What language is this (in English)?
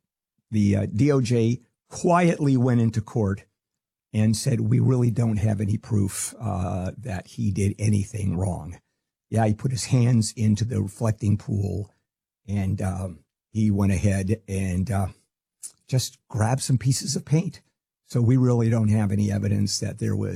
English